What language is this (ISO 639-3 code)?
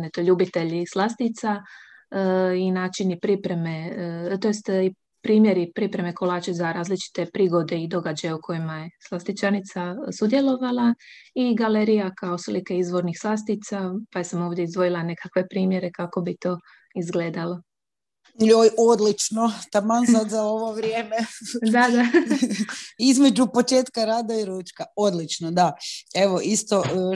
hrv